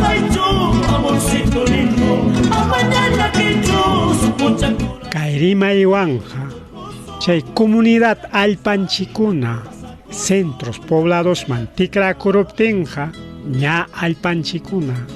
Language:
Ayacucho Quechua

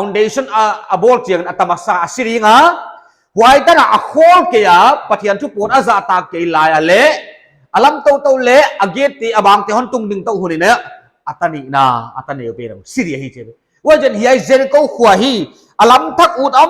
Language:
Paite Chin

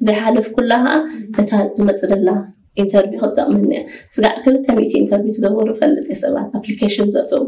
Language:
Tigrinya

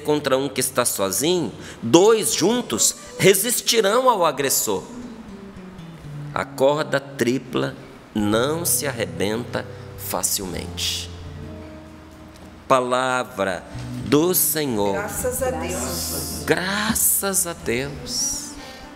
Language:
Portuguese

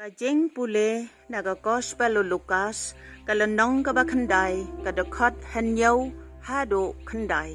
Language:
Khasi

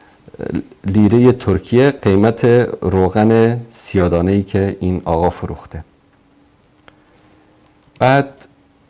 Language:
Persian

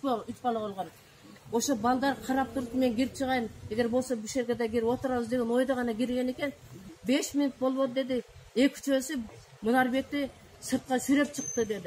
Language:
Kyrgyz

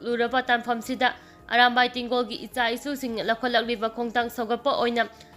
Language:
Manipuri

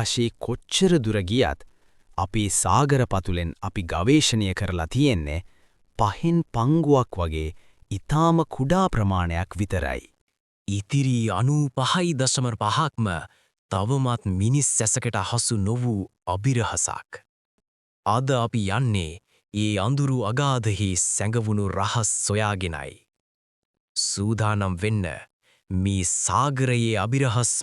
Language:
Sinhala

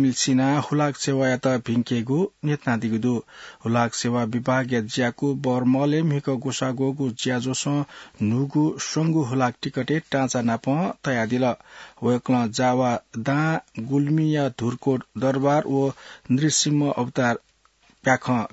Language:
Newari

